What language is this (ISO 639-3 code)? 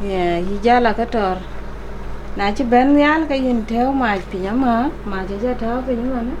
din